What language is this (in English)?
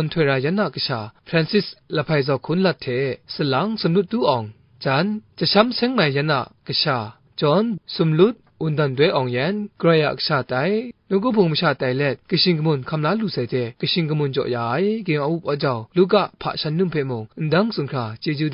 Kachin